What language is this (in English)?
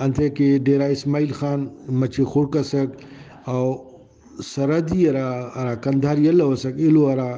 Brahui